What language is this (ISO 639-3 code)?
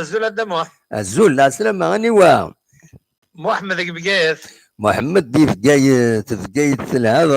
kab